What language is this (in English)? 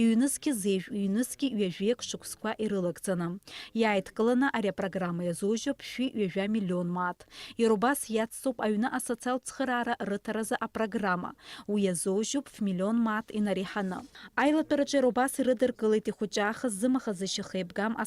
Abkhazian